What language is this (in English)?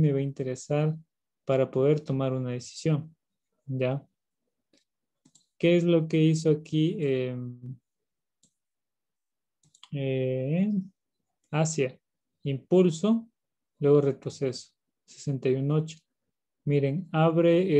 Spanish